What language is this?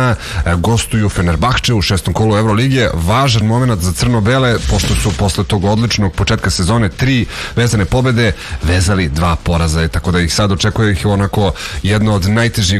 Serbian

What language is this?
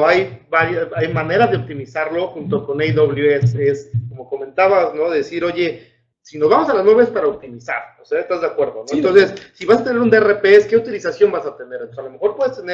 Spanish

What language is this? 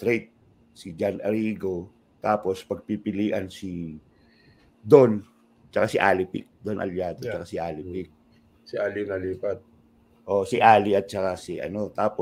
Filipino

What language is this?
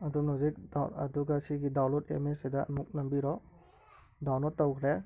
Manipuri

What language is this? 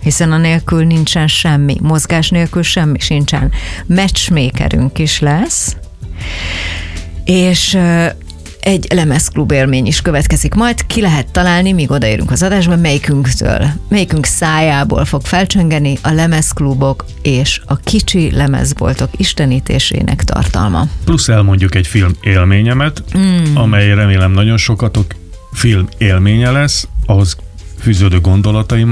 Hungarian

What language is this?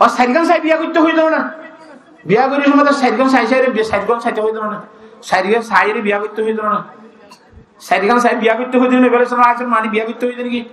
Rohingya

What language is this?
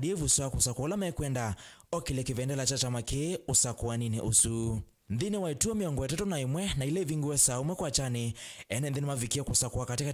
Kamba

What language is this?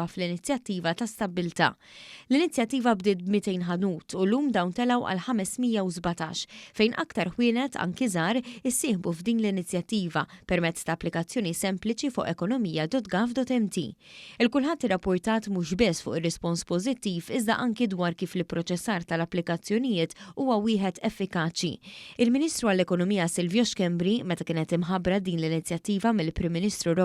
Maltese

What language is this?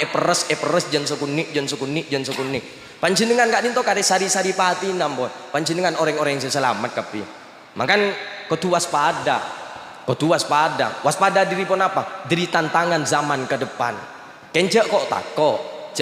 Madurese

